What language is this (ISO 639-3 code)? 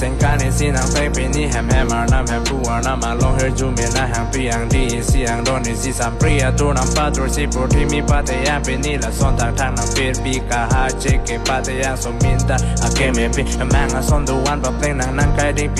mjw